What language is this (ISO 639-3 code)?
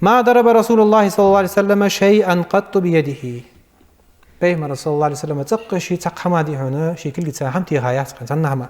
inh